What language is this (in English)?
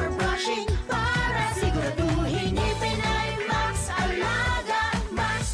Bikol